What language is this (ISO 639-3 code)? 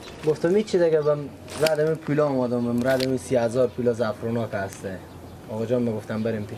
fas